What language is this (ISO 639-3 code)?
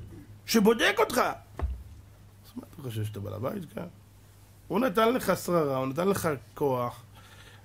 heb